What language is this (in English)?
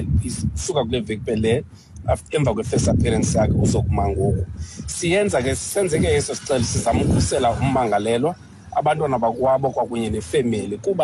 Xhosa